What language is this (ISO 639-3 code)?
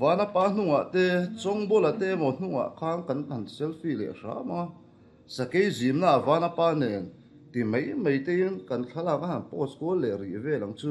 lus